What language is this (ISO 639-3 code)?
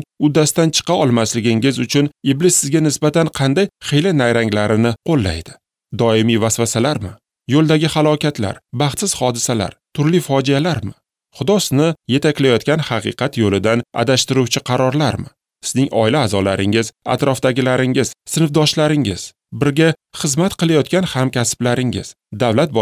uzb